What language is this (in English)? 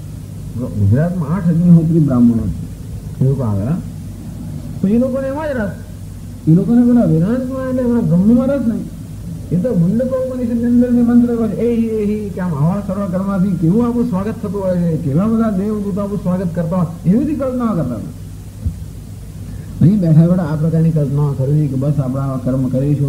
Gujarati